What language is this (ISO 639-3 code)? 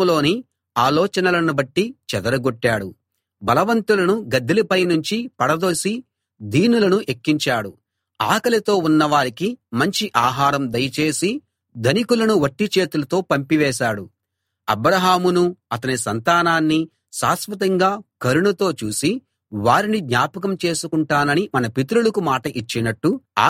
tel